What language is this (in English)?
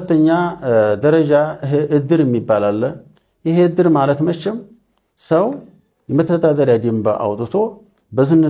Amharic